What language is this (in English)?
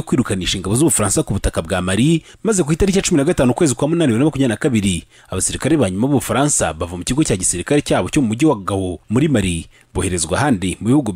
Kinyarwanda